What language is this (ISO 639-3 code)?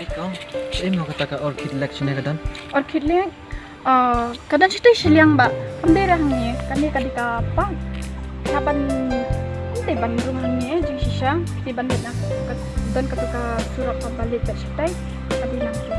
kha